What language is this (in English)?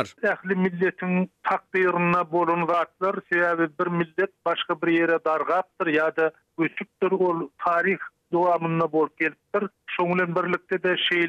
Turkmen